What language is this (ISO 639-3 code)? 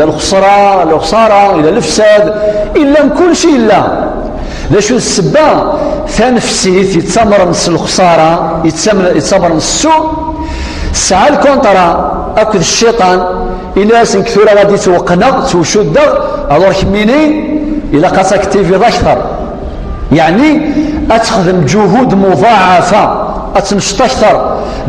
kab